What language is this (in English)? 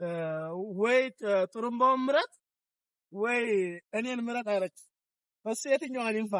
Amharic